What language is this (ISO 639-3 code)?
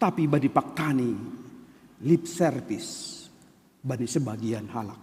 bts